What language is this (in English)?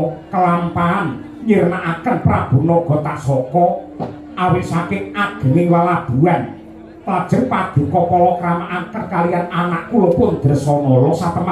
Javanese